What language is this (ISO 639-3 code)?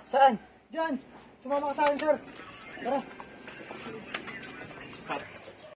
fil